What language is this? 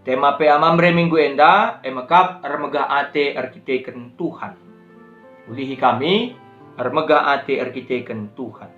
Batak Karo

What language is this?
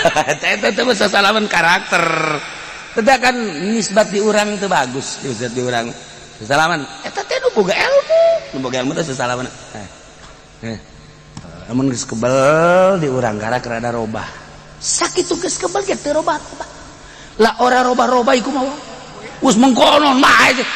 Sundanese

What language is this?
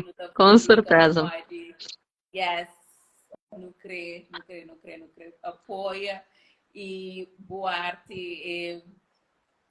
Kabuverdianu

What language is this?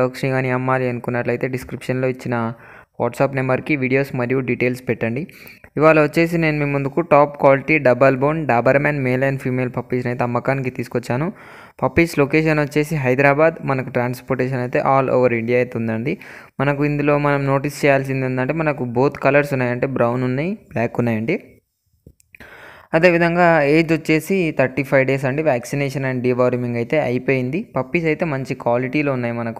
Telugu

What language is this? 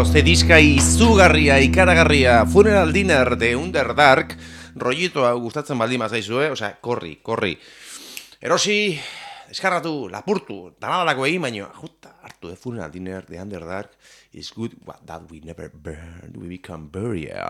Basque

